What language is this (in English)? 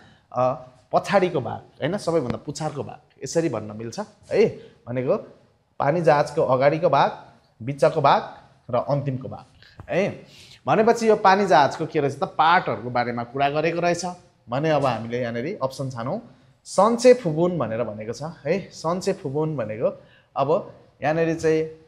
Nepali